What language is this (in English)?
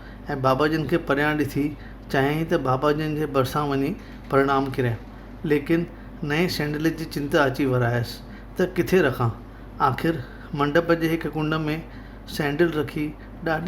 Sindhi